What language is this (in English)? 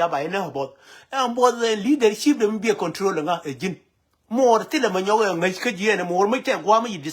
Nuer